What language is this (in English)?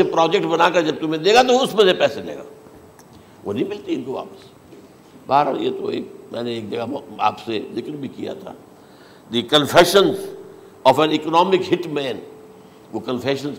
Urdu